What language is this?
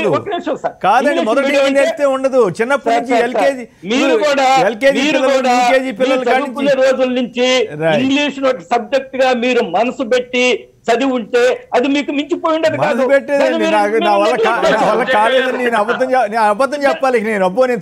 Telugu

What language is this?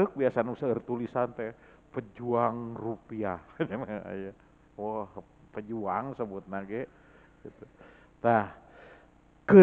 Sundanese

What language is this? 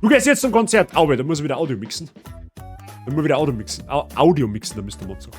Bavarian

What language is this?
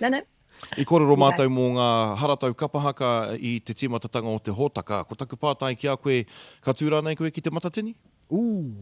Māori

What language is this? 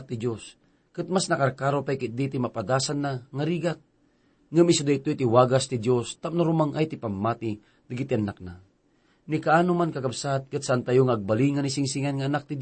Iloko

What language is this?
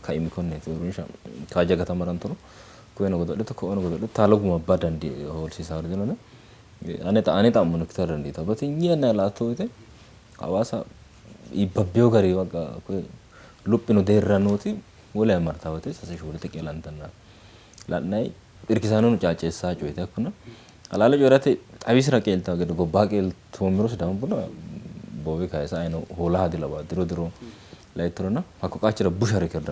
Sidamo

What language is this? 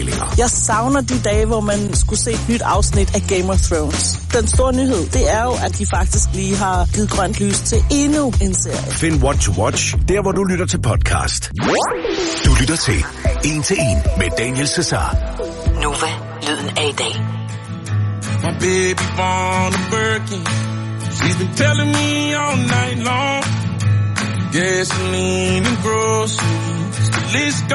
Danish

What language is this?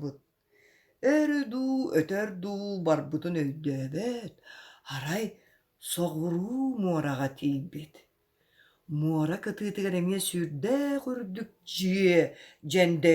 Yakut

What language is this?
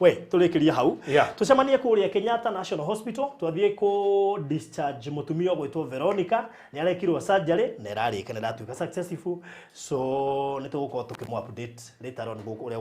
Kikuyu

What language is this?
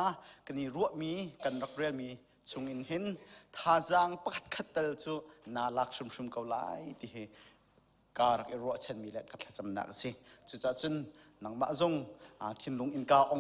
Hakha Chin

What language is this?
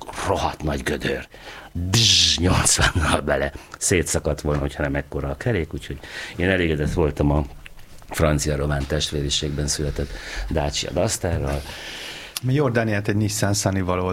Hungarian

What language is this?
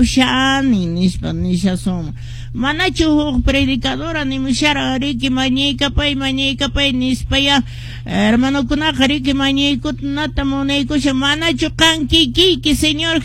Quechua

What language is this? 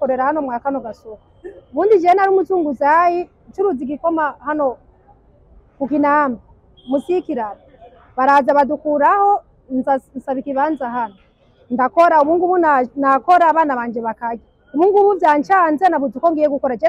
Kinyarwanda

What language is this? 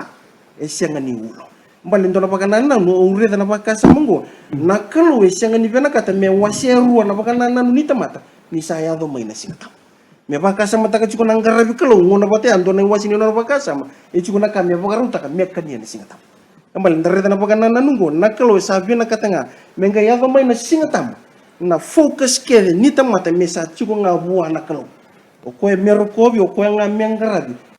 Fijian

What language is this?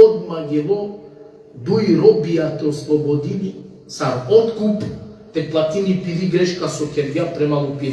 Balkan Romani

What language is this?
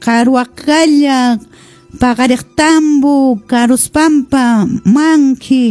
Quechua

